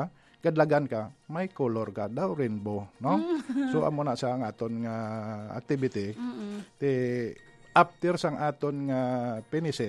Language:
Hiligaynon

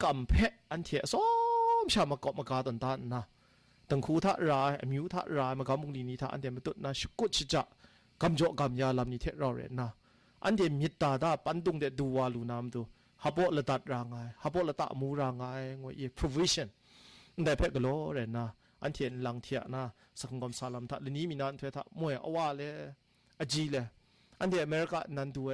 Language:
Kachin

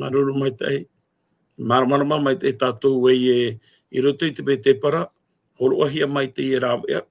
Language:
Tahitian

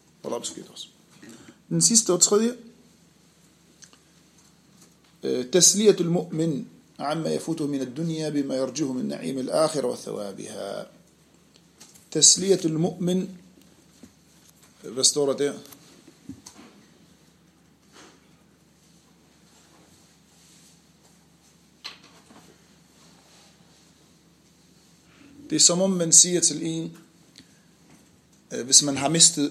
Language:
Danish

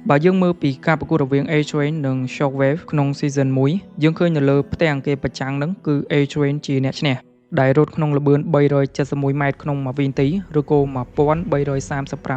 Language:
Khmer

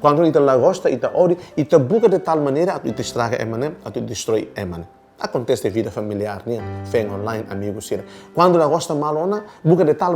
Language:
Tetum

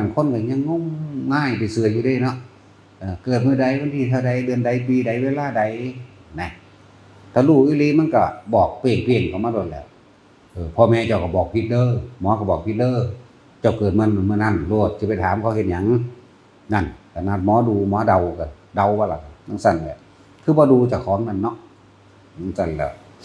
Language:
Northeastern Thai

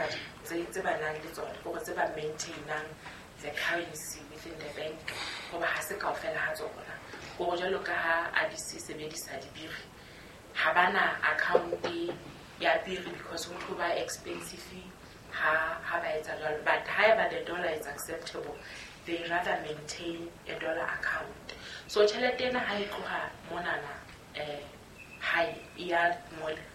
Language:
Southern Sotho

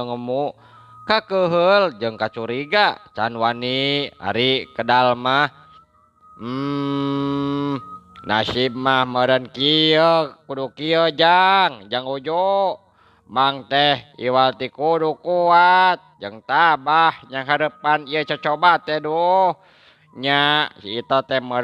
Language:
Sundanese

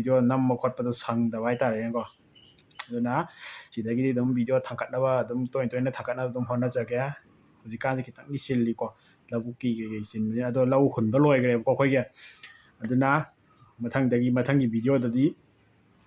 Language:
Manipuri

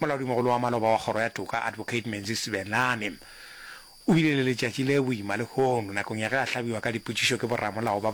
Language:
Northern Sotho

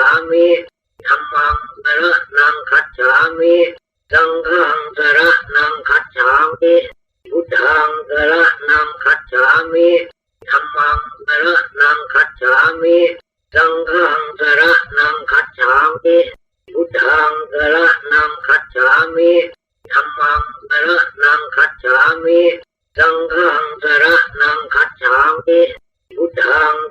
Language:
Pali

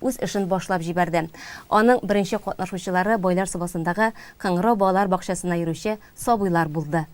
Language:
Tatar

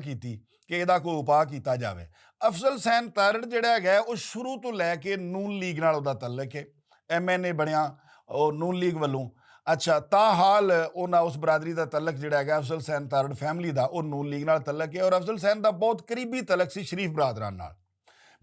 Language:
Western Panjabi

